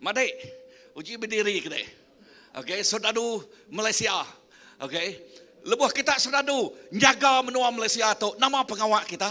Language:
Iban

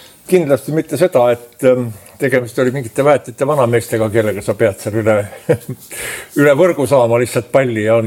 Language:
Estonian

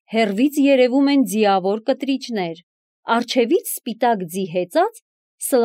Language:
Armenian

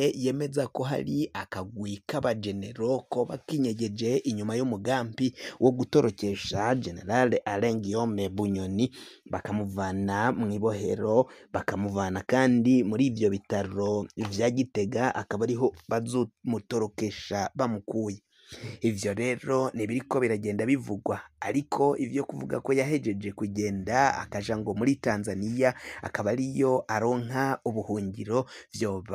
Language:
Rundi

